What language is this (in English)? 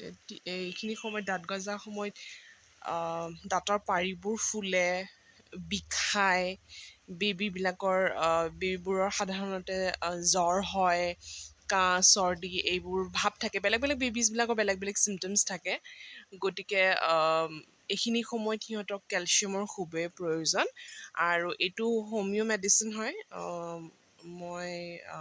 Assamese